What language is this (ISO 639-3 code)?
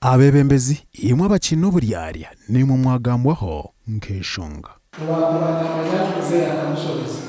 nyn